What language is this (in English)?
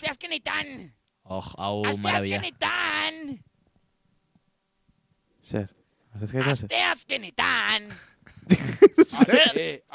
Basque